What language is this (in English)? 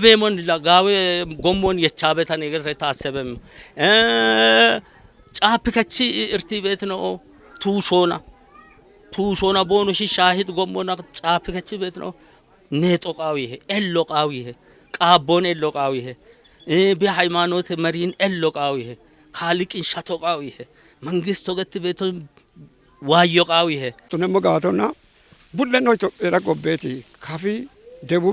Kafa